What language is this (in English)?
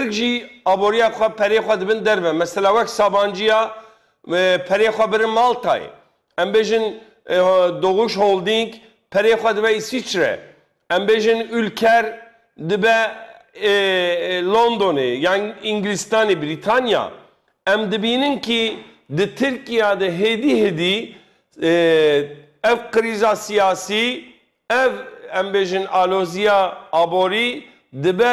Kurdish